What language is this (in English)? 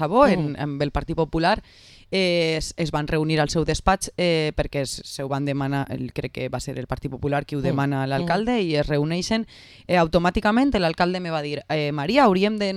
Catalan